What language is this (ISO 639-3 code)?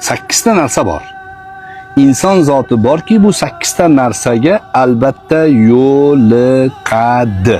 uzb